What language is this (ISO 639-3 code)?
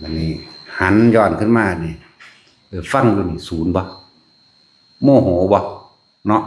tts